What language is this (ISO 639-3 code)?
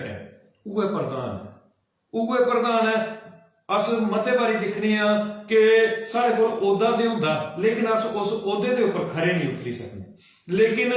doi